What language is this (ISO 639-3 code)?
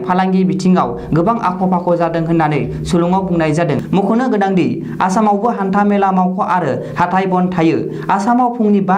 brx